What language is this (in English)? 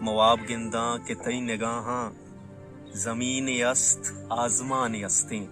Baluchi